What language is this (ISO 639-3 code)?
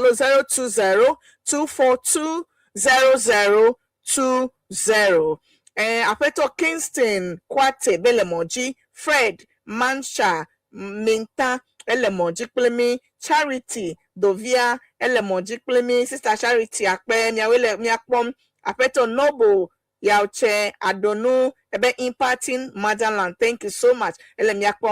ewe